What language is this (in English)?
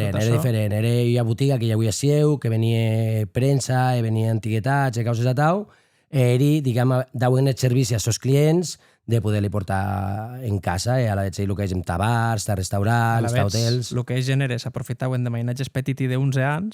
Occitan